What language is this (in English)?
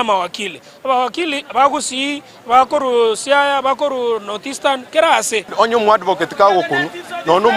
Gusii